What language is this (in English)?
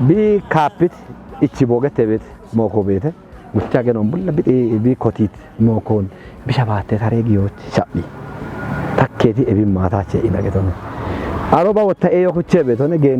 Kafa